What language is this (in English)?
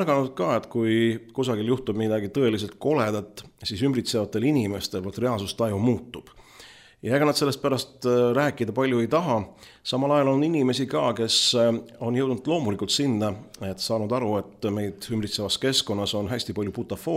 Estonian